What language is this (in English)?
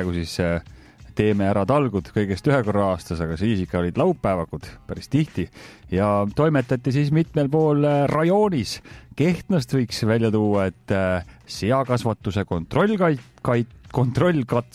Estonian